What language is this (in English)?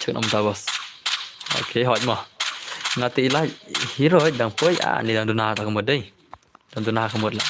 Khasi